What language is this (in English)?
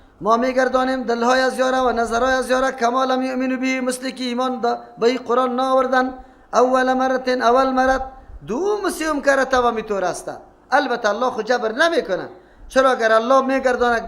Persian